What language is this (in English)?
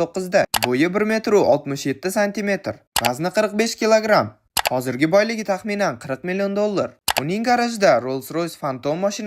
Uzbek